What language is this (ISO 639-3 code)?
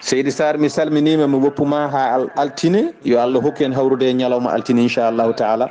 ful